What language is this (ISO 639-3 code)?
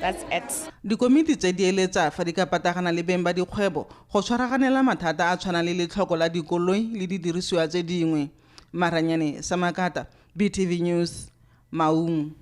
tsn